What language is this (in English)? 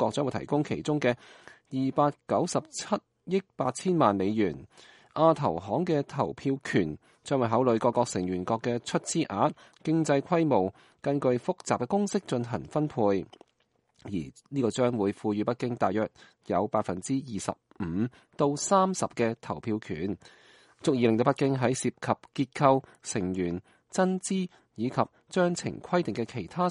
Cantonese